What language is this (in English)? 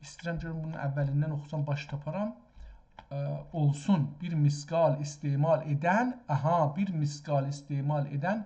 South Azerbaijani